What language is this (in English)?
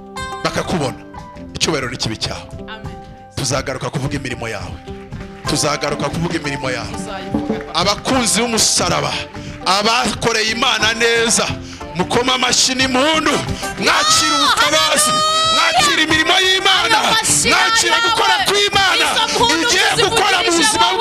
Kinyarwanda